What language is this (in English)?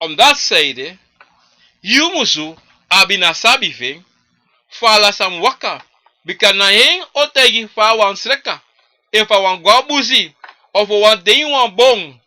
Sranan Tongo